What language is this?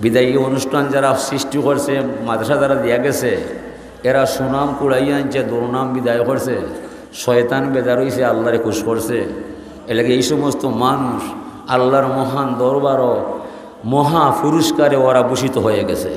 Sylheti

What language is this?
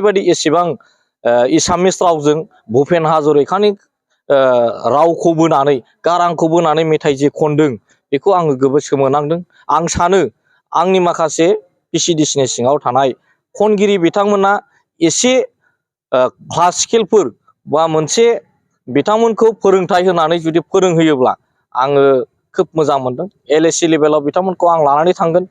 Bodo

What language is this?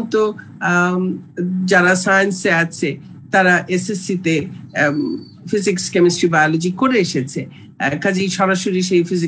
Bangla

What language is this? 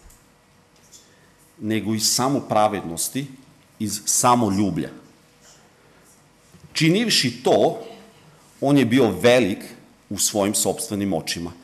Serbian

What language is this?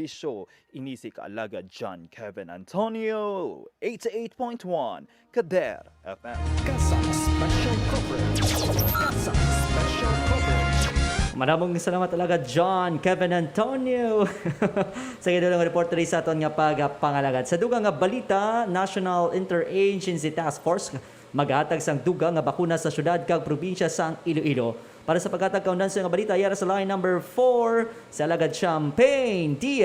Hiligaynon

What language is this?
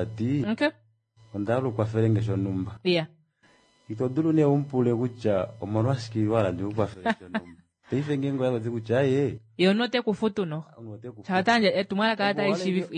Kuanyama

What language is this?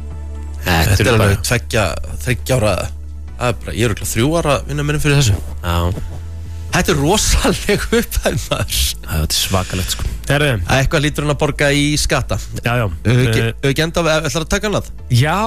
Icelandic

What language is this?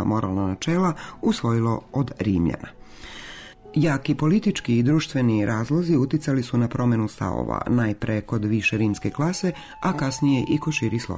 Serbian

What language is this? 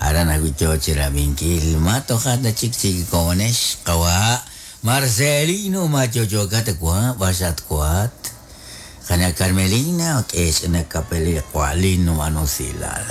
Kekchí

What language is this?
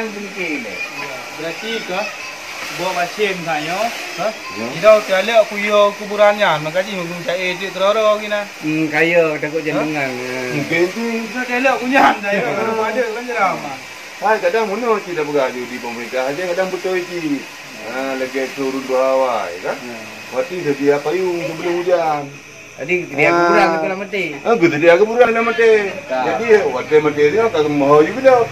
Achinese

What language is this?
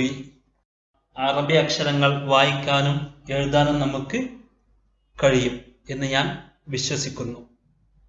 Malayalam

